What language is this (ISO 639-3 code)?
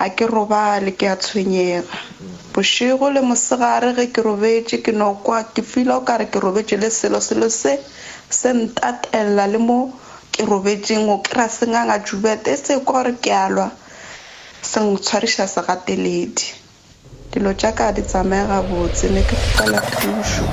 nso